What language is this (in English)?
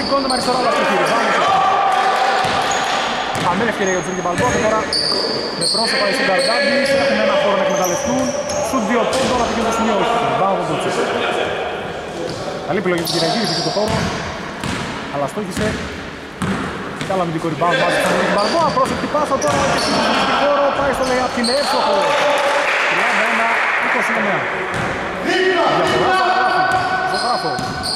Greek